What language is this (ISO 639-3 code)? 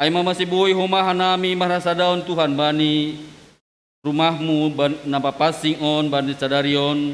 bts